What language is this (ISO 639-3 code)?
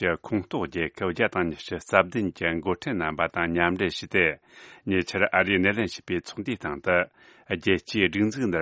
bod